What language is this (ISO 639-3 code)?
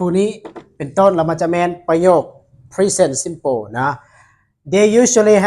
lao